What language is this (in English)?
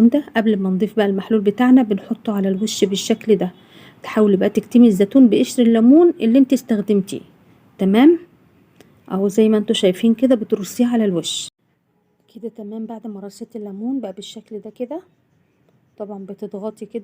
Egyptian Arabic